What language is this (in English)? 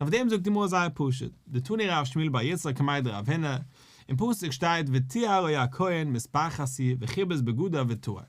Yiddish